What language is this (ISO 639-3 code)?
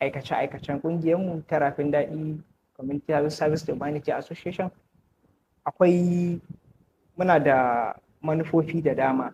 hau